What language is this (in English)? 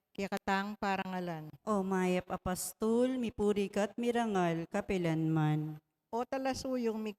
Pampanga